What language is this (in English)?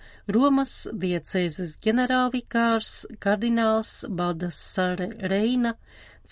Latvian